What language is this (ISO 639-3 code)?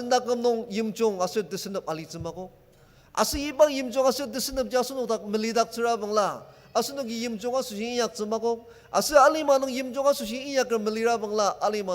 njo